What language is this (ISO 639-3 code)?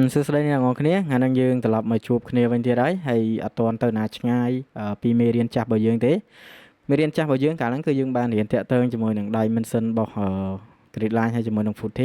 khm